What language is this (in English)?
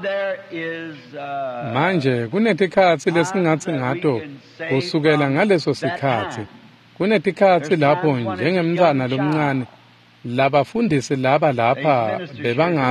Swati